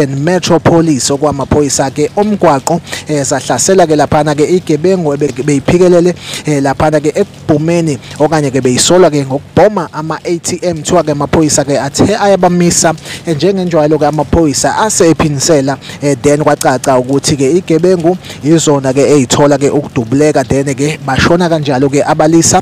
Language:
Zulu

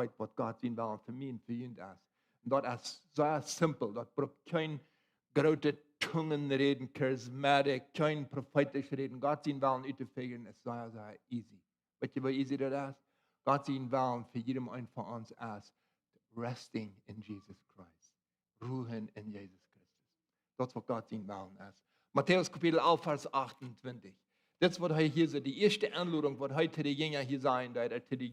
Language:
Plautdietsch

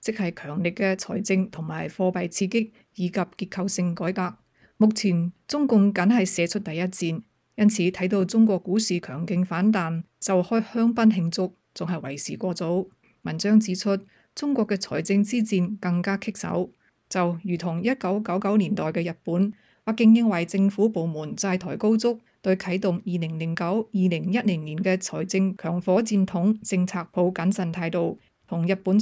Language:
Cantonese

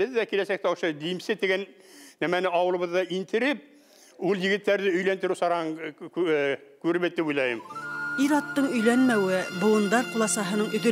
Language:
Bashkir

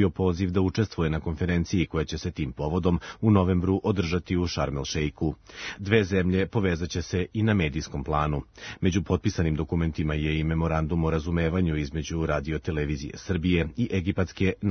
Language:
Serbian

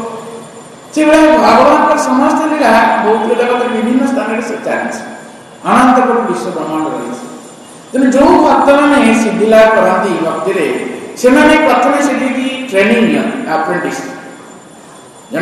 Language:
Odia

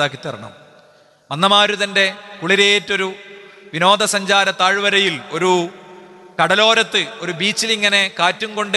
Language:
Malayalam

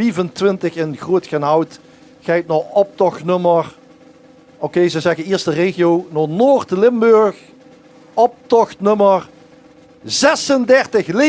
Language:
Limburgish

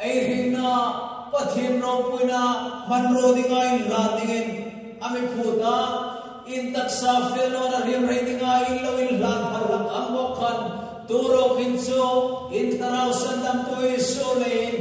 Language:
Hmar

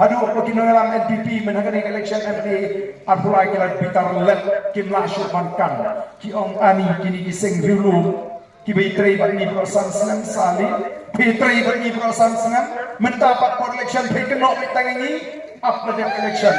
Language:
Khasi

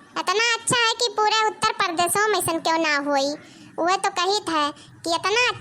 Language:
Awadhi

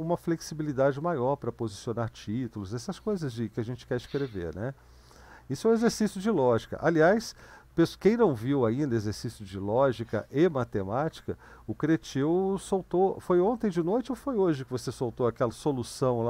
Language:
Portuguese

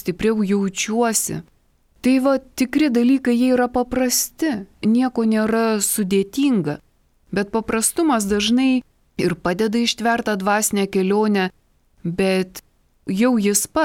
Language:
Lithuanian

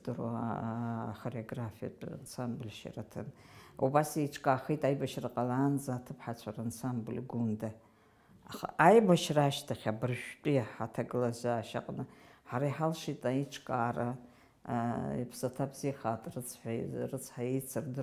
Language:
Abkhazian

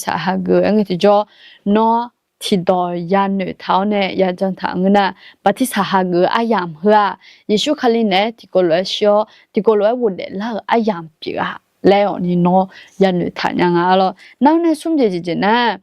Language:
Akha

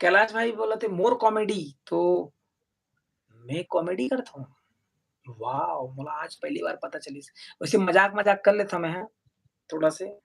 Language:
Chhattisgarhi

